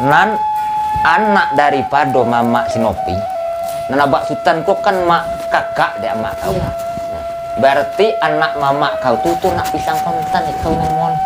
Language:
Minangkabau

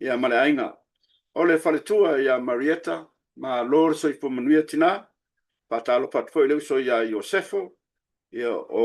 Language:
Samoan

